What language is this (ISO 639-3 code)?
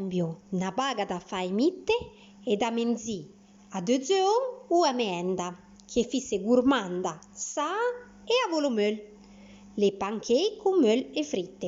frp